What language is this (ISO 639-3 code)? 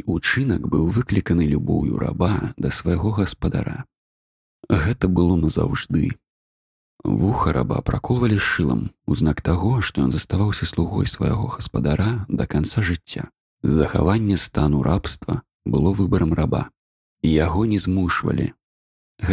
bel